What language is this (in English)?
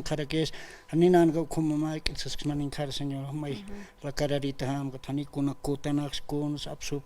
Aymara